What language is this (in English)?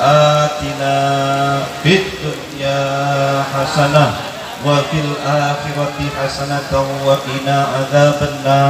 Madurese